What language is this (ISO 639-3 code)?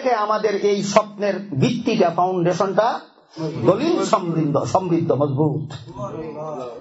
ben